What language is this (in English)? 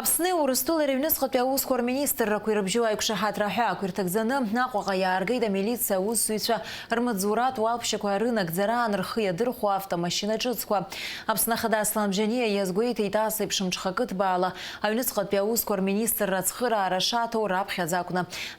Abkhazian